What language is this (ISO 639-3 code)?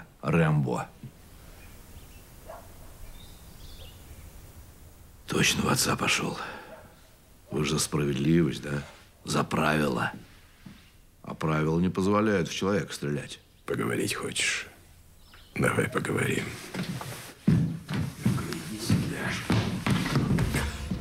rus